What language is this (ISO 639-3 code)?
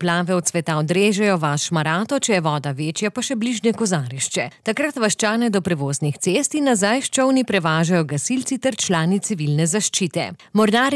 slv